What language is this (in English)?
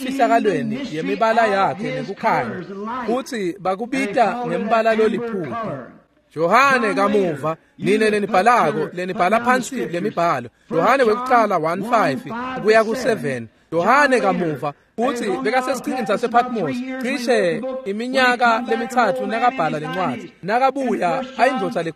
Swati